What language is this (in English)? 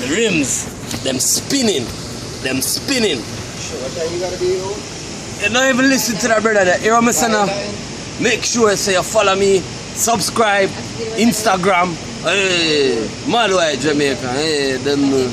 Jamaican Creole English